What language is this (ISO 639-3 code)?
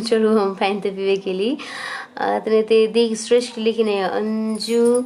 mai